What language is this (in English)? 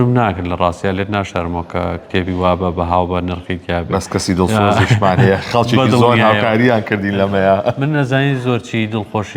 Central Kurdish